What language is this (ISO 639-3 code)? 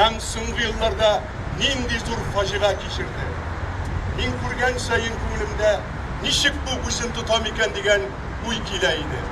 tat